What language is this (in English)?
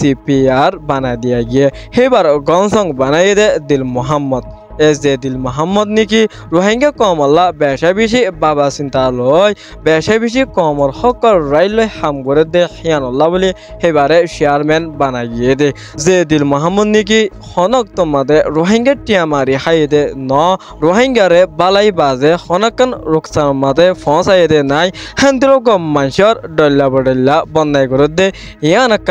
Rohingya